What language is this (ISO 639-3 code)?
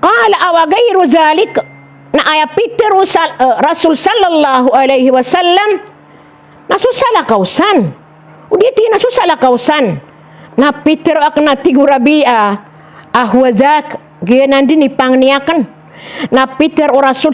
mrw